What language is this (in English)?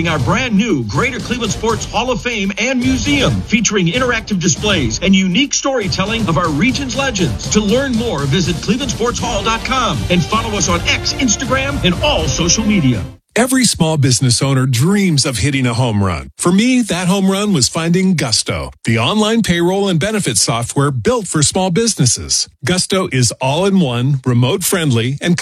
English